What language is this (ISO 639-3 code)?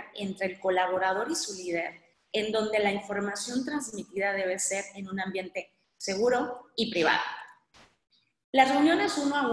spa